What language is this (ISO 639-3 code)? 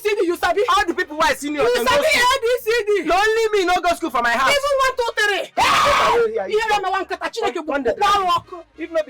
pcm